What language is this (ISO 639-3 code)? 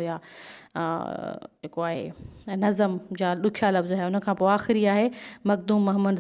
snd